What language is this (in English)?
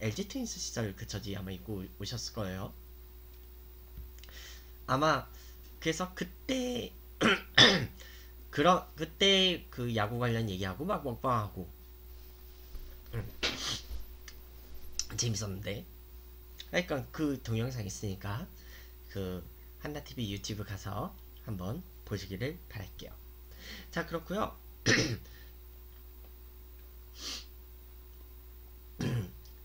Korean